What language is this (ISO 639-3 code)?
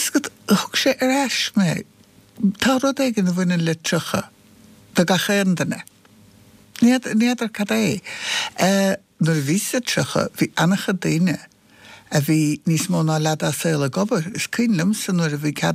gle